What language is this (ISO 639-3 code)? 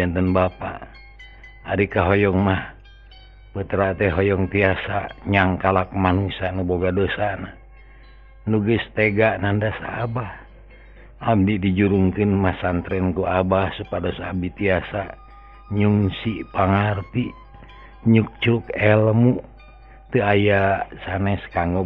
sun